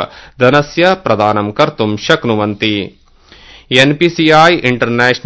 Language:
Sanskrit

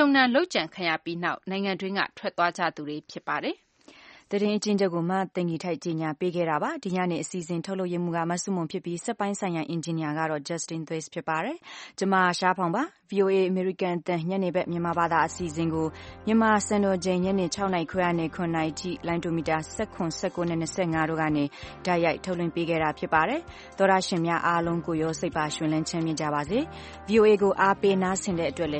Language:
Burmese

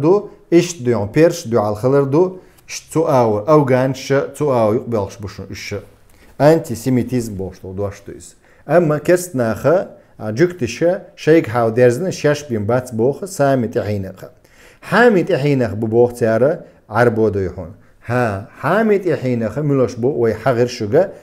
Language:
Chechen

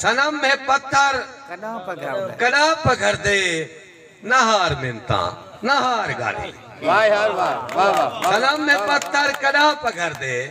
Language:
Saraiki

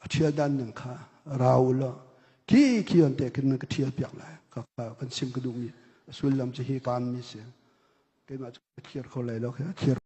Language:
Hakha Chin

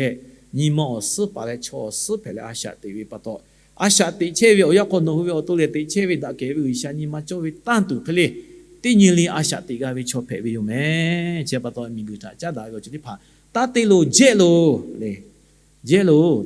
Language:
Lahu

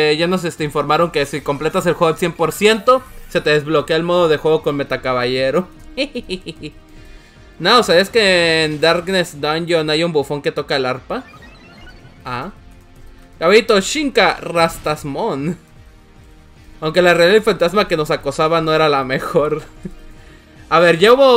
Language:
Spanish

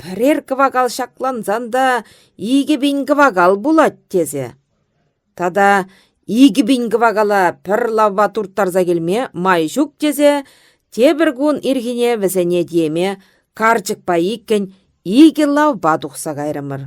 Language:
Chuvash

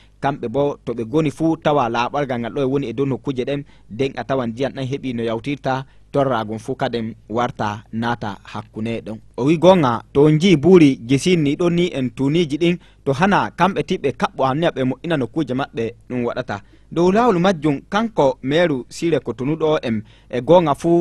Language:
Fula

